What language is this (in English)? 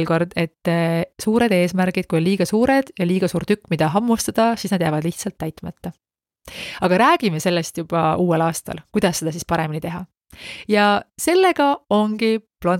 Estonian